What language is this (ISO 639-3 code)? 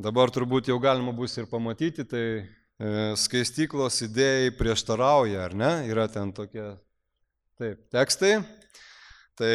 lit